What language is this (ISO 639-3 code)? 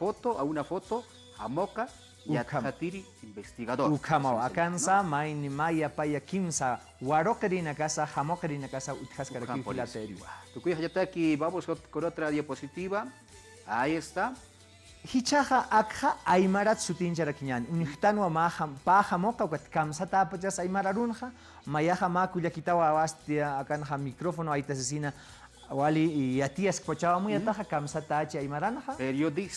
aym